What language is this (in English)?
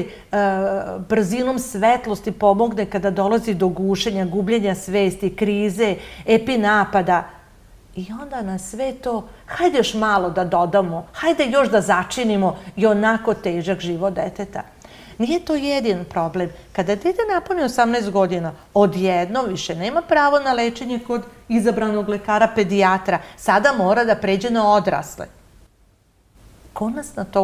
Serbian